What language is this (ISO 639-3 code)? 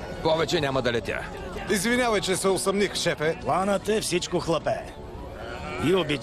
bul